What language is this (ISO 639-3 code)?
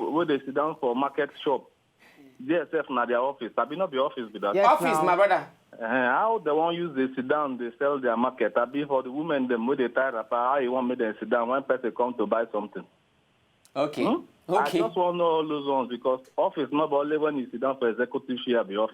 pcm